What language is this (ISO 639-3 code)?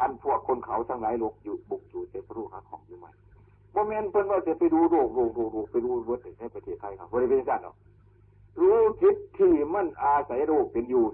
tts